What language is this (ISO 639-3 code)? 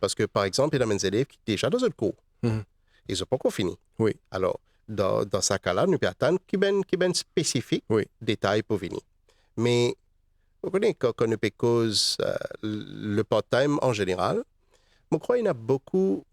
mfe